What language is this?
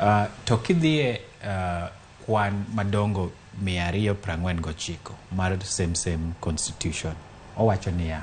Luo (Kenya and Tanzania)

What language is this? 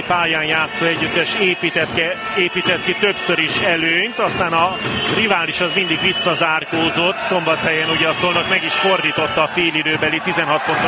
Hungarian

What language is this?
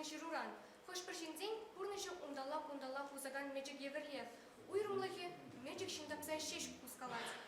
Chuvash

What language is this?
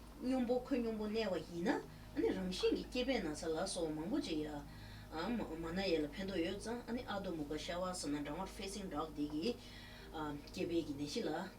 Tibetan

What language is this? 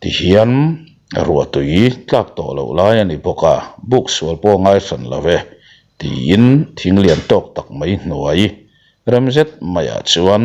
Mizo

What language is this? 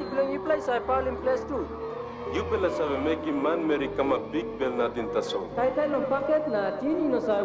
Tok Pisin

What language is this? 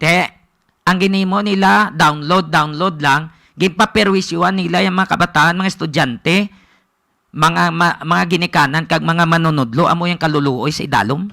Hiligaynon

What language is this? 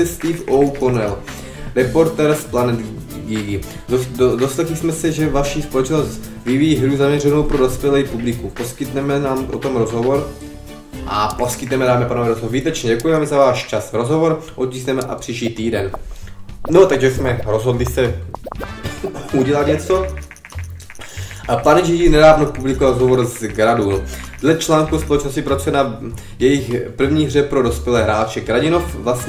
Czech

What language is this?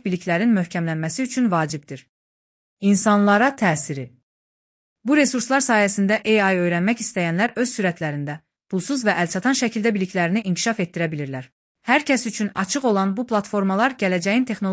Azerbaijani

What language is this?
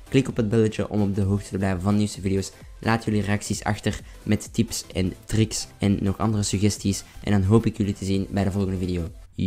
Dutch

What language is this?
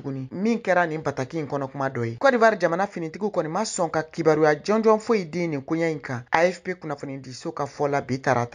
Bambara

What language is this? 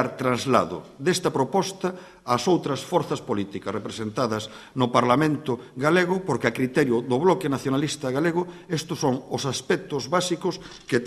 Galician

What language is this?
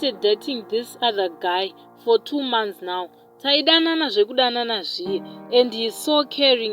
Shona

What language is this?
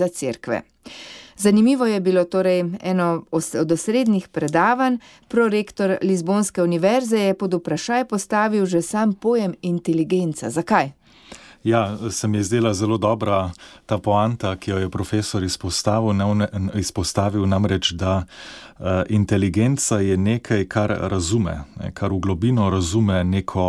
Slovenian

